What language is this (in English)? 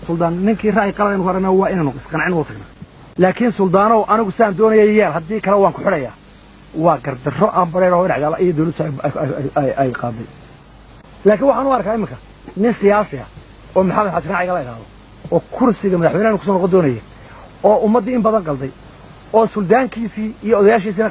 Somali